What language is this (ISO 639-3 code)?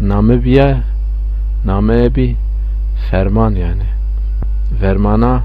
zza